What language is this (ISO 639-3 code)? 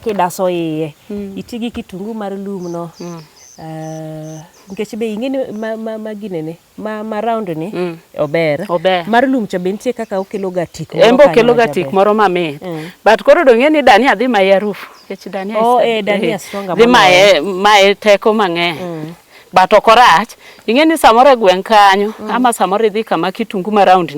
luo